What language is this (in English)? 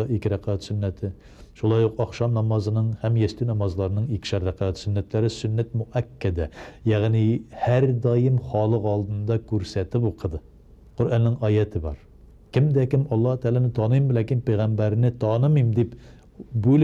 Tatar